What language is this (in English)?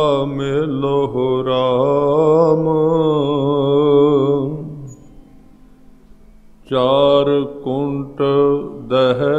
Punjabi